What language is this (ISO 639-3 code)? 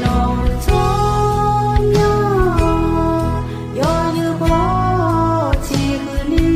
ahk